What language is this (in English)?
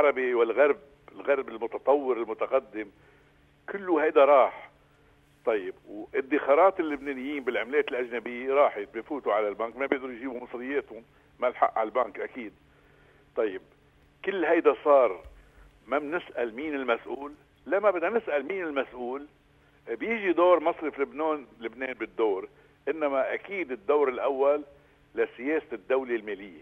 North Levantine Arabic